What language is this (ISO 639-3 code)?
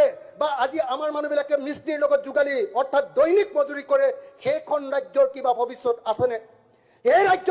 asm